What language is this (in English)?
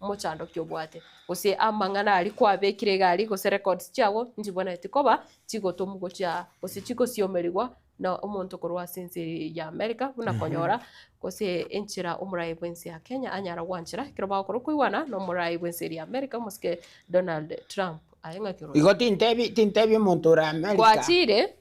Gusii